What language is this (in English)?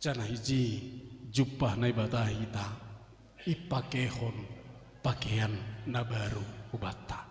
Batak Simalungun